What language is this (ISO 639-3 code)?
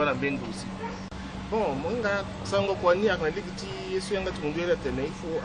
sag